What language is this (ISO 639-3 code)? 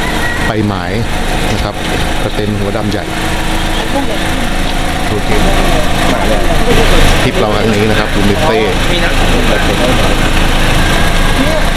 tha